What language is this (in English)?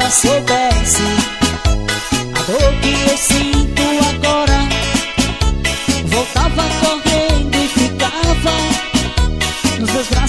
Portuguese